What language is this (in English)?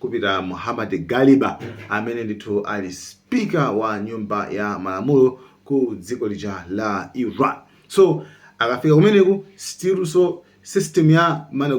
Nyanja